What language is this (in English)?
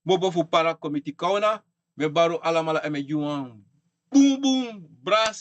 Sranan Tongo